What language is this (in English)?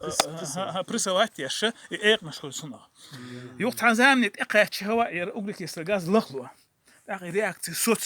Chechen